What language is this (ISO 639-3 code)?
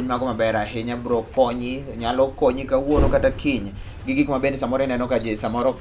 luo